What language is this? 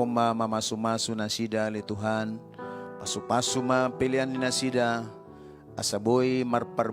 Batak Toba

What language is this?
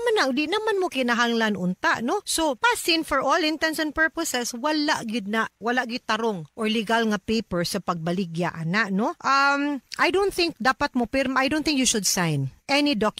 Cebuano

